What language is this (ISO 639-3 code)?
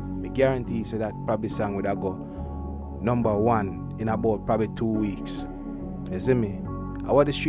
jam